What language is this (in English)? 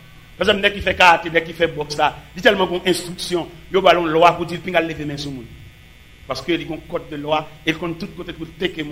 French